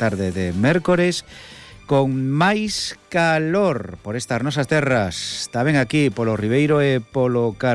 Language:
Galician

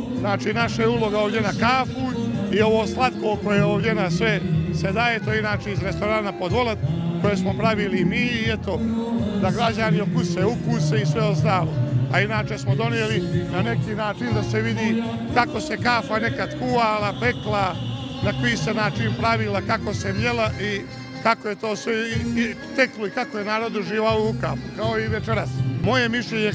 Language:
Bosnian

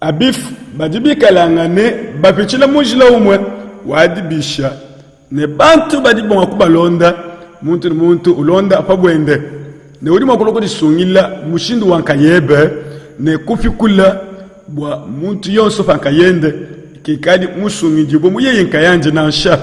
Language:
Luba-Lulua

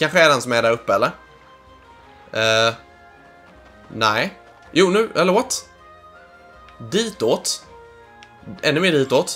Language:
Swedish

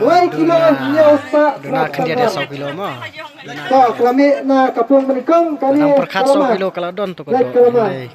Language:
Khasi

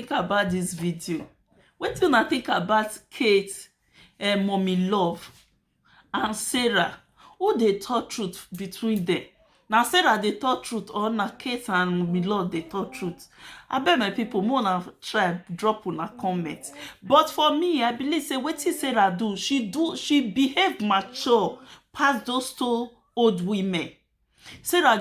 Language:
Nigerian Pidgin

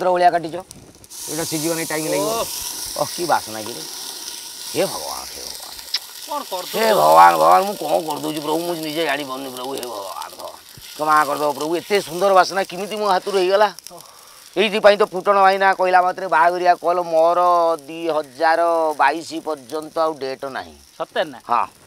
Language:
Odia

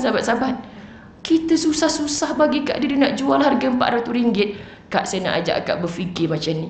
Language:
Malay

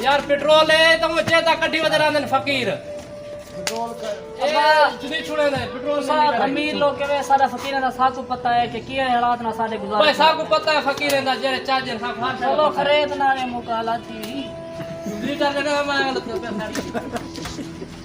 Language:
Saraiki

